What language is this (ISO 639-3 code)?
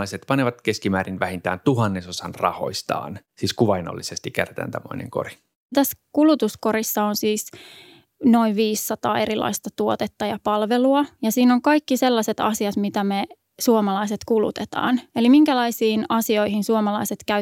fin